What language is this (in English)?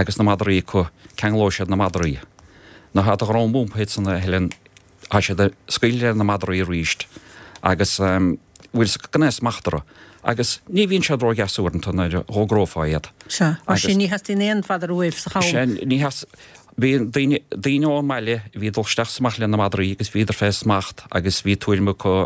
Irish